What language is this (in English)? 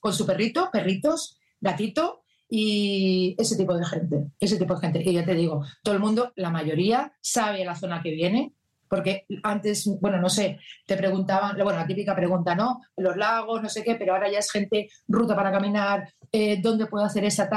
Spanish